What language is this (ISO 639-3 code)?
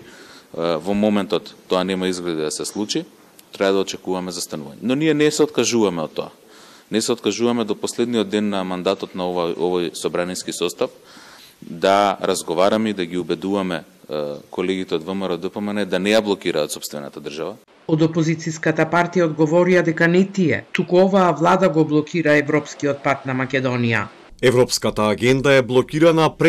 mkd